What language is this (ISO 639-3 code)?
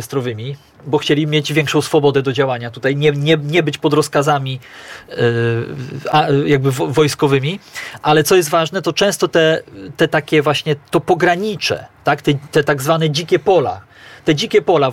pol